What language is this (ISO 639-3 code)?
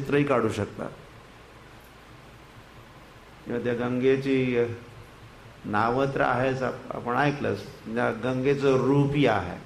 mar